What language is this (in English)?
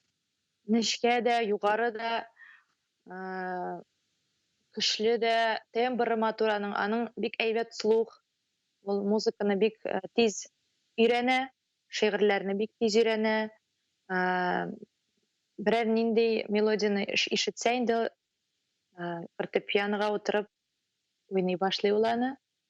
Tatar